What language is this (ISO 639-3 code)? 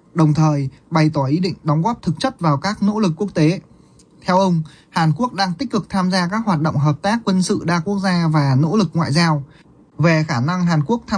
vie